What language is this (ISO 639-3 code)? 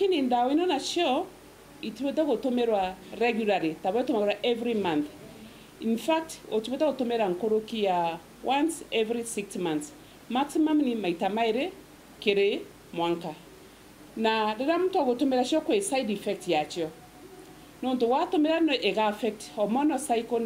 mer